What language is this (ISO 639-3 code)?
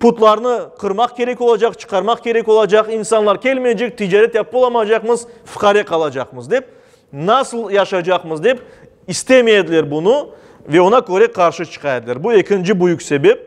crh